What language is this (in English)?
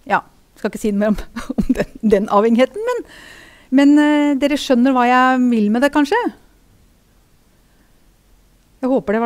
Norwegian